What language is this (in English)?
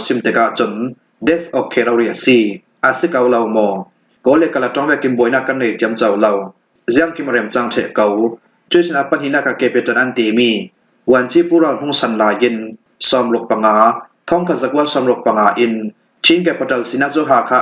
Falam Chin